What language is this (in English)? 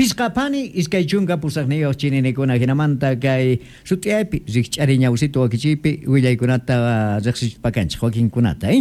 Quechua